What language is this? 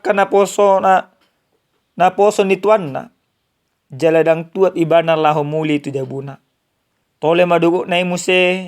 Batak Toba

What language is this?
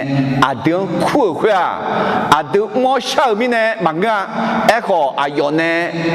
Akha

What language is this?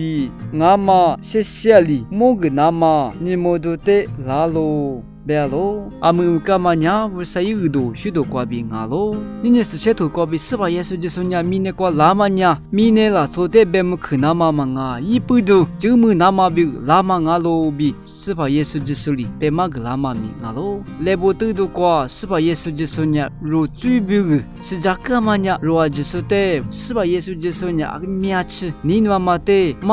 Lisu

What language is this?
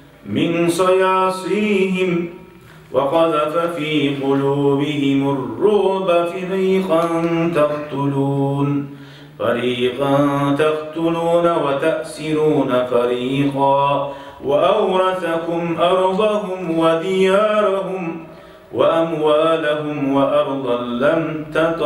Kumyk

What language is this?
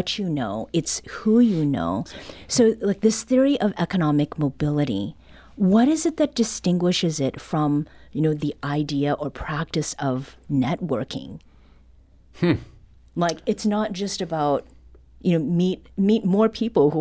English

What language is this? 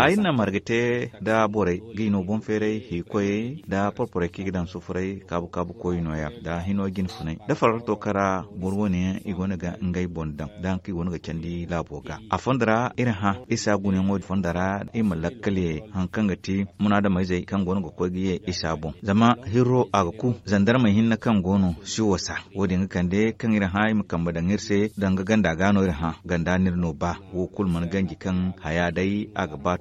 Zarma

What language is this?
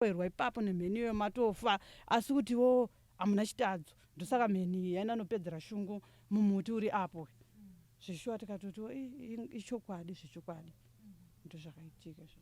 Shona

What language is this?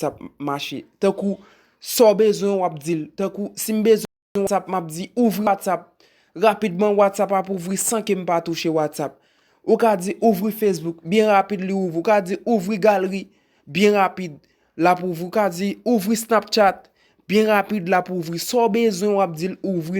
Haitian Creole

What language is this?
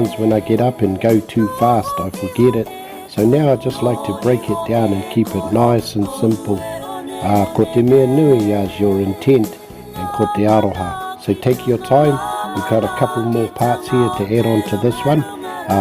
Māori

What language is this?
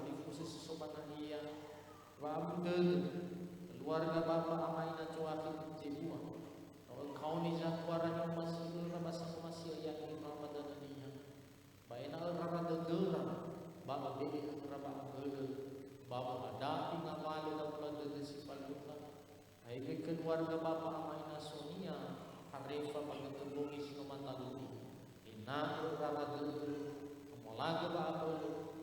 Nias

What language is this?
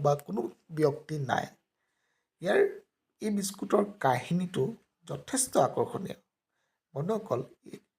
Assamese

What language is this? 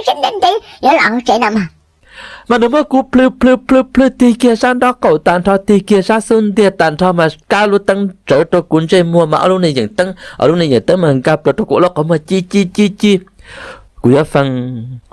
Hmong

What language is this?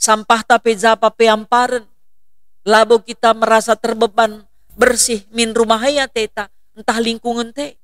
Batak Karo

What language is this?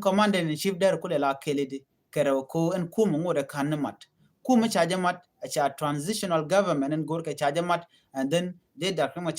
Nuer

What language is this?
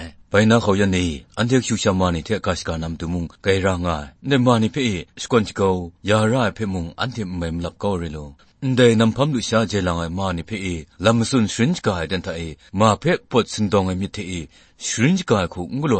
Kachin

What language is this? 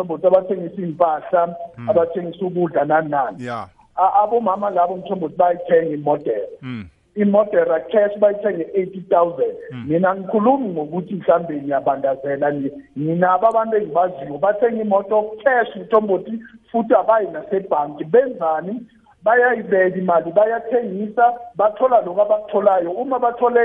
South Ndebele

